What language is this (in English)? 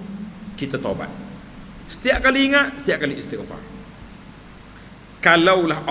Malay